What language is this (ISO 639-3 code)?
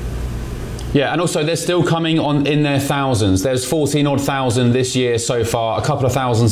eng